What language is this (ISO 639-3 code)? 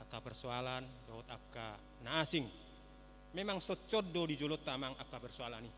bbc